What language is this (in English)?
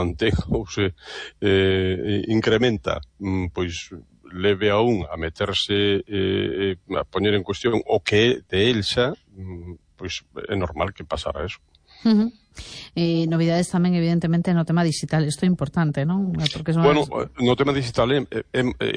Galician